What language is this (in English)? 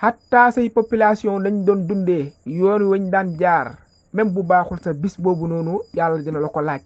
Wolof